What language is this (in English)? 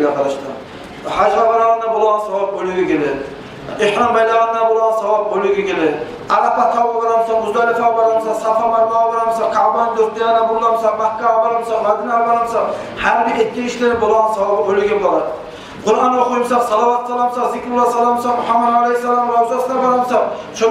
Kumyk